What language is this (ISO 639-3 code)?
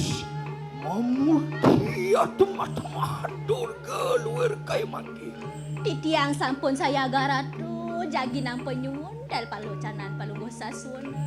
ban